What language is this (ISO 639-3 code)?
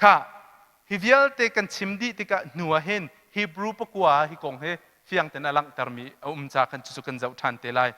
cnh